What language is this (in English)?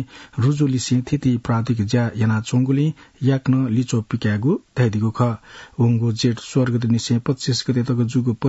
Newari